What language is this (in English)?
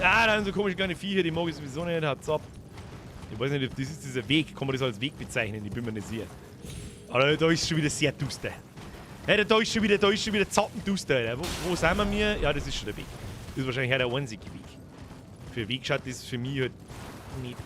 Bavarian